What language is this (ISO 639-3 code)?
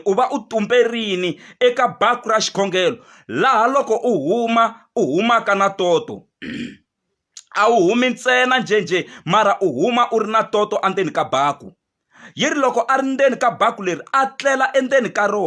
tso